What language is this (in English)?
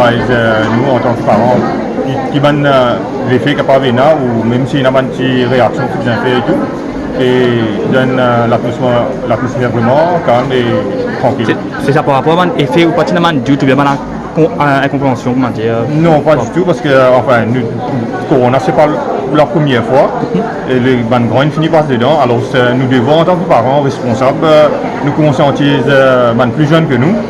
Morisyen